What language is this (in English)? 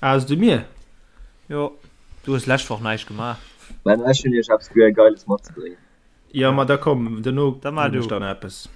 Luxembourgish